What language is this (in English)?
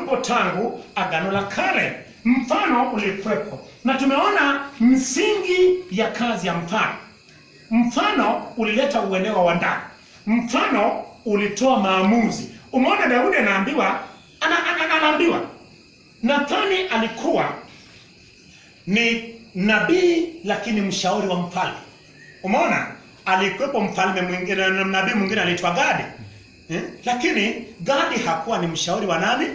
Swahili